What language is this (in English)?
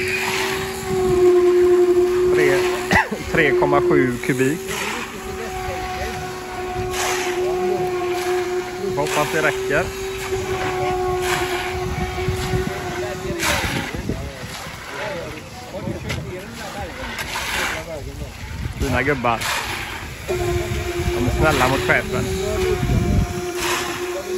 Swedish